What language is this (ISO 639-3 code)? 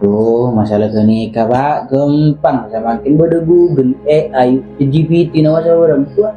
mad